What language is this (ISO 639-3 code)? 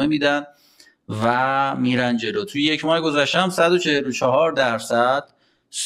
fas